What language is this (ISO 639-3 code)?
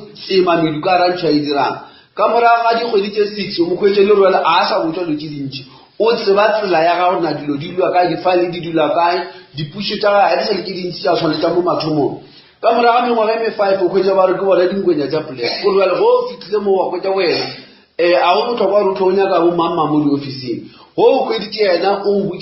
nso